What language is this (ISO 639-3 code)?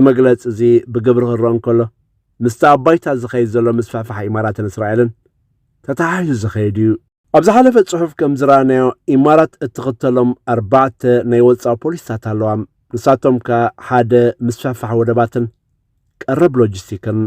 tir